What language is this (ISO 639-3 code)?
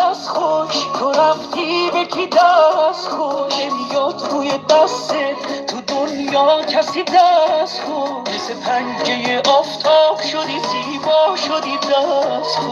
tgk